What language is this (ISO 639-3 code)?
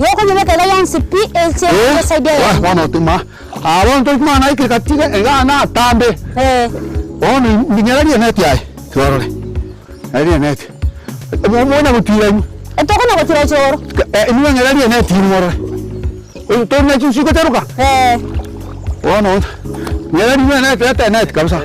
guz